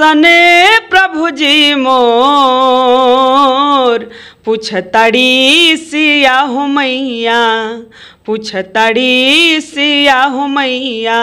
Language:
Bhojpuri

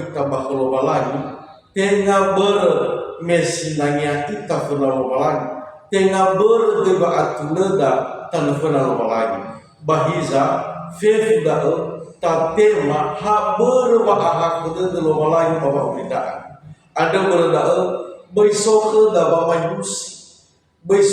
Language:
Nias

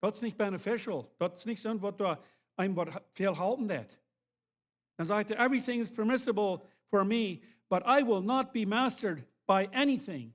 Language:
Plautdietsch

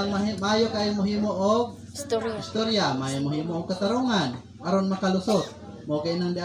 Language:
Cebuano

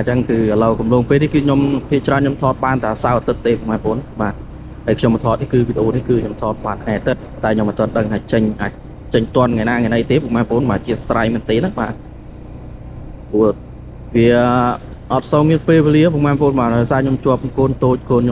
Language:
Khmer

